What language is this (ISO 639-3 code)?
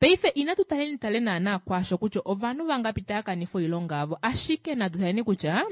kua